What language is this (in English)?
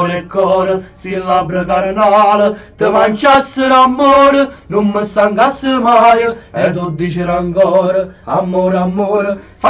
Neapolitan